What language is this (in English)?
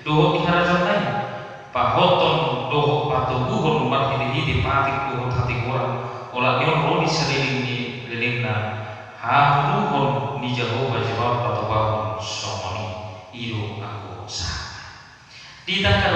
Batak Toba